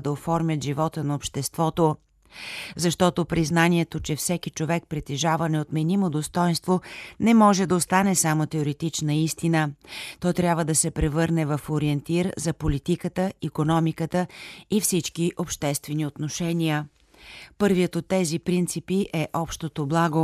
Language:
Bulgarian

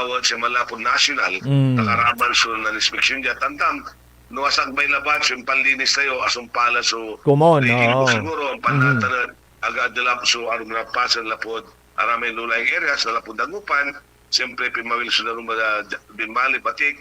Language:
Pangasinan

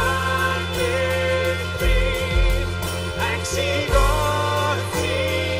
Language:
Plautdietsch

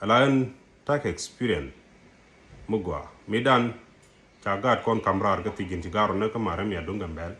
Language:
Nuer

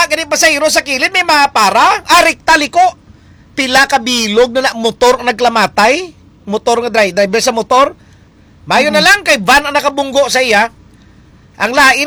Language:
Hiligaynon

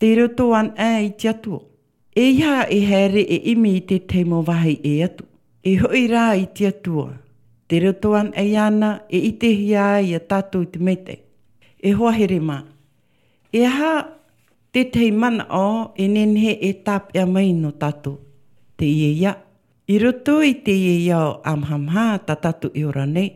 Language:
Tahitian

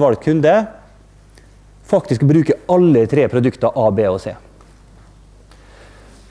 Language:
Norwegian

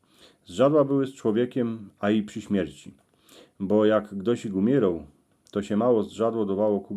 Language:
Silesian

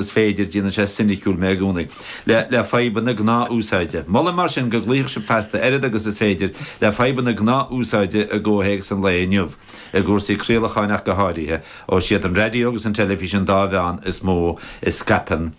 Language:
Irish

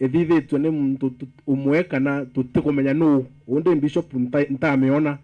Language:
Meru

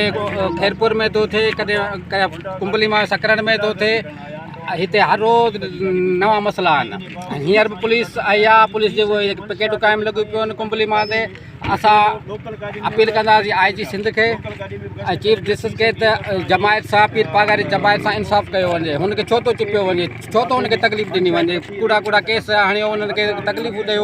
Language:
Sindhi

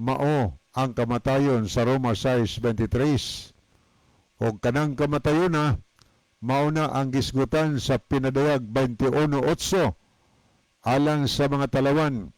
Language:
Cebuano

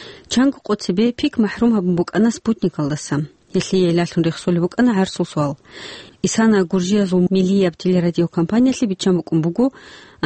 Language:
Avaric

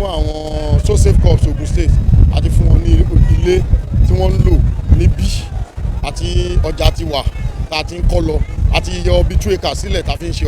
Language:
Yoruba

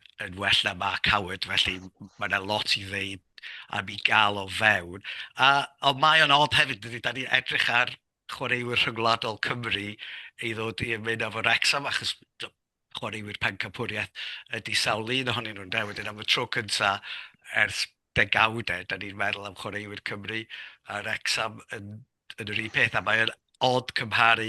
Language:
Welsh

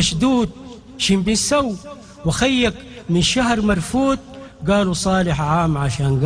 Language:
Sudanese Arabic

